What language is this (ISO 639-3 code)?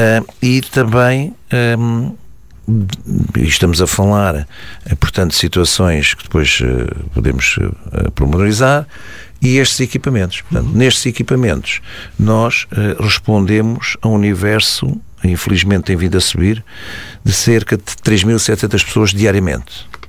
por